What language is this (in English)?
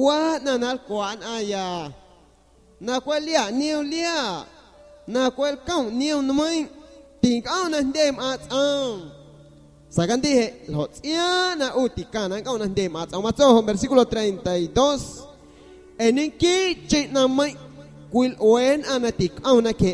San Pedro Amuzgos Amuzgo